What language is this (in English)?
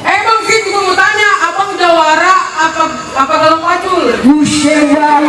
Betawi